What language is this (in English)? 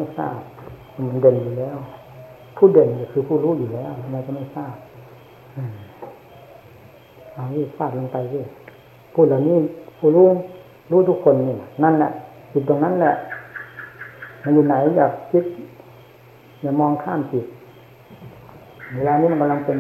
Thai